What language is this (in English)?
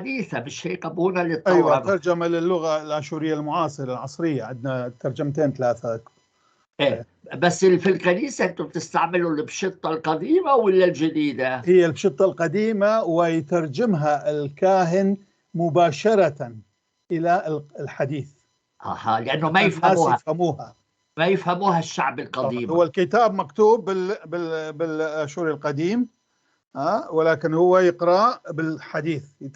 North Levantine Arabic